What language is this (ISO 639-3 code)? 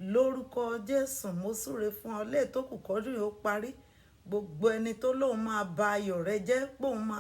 yor